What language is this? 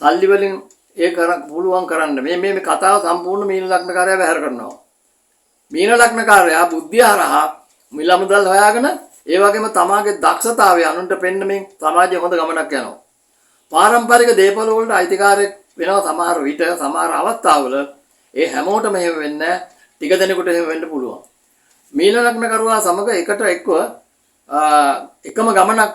Sinhala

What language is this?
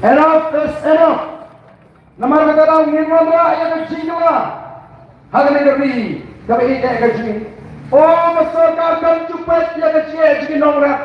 Khasi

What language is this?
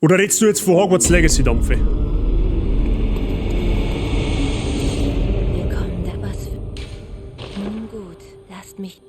Bavarian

